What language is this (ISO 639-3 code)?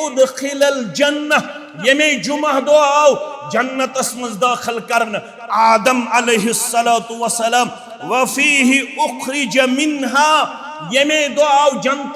kas